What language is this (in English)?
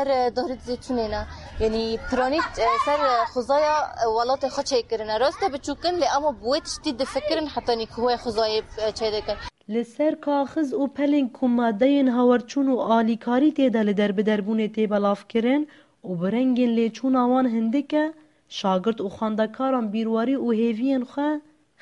Kurdish